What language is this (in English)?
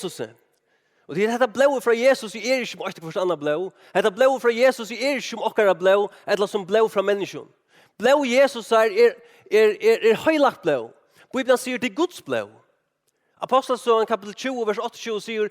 Faroese